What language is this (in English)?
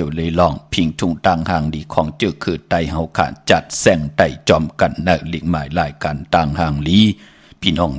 Shan